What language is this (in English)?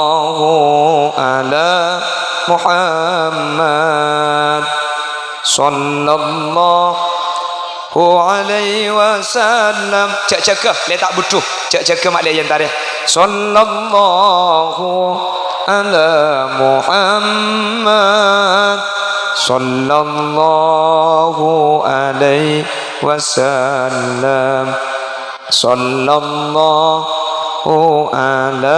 Madurese